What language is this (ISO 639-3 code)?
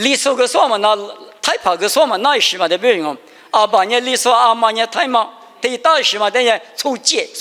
lis